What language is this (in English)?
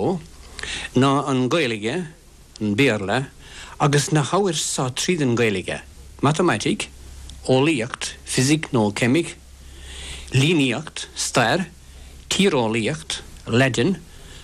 Irish